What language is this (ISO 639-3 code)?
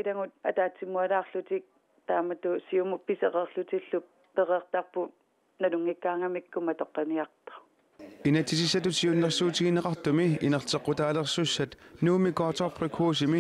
kal